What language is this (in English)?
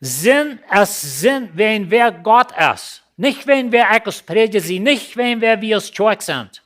Plautdietsch